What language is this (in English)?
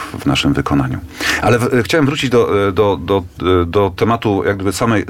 Polish